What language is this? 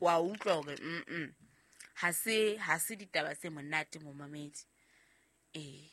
Southern Sotho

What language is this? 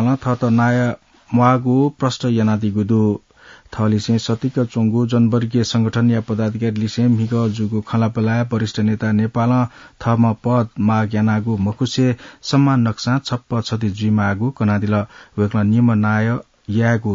Newari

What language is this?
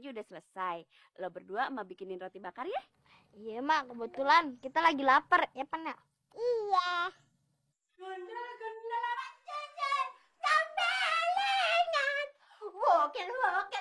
Betawi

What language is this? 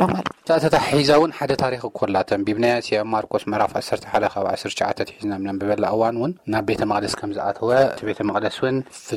Tigrinya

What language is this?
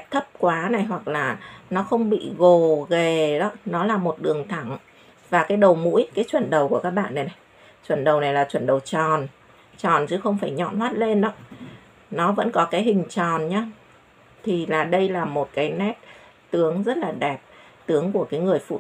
Vietnamese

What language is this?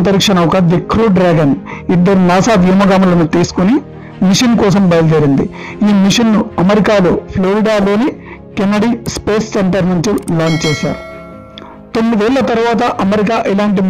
Telugu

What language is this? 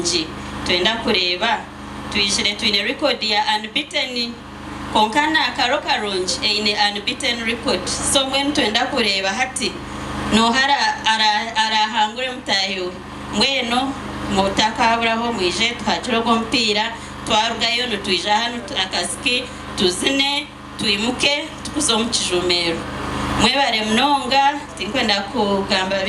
Nyankole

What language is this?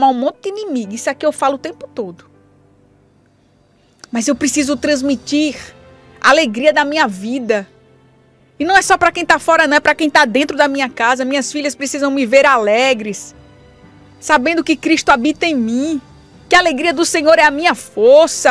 Portuguese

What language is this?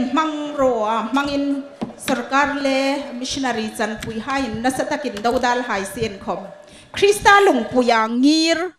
Hmar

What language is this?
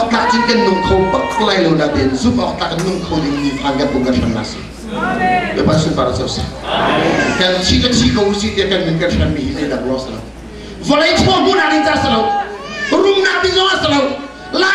Hakha Chin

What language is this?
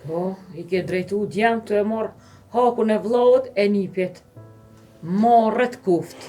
Albanian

